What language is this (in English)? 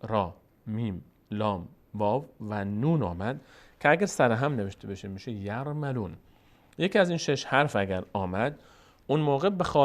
Persian